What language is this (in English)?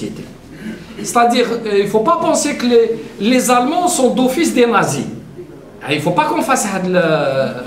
French